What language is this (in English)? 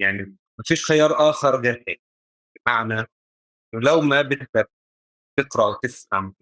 North Levantine Arabic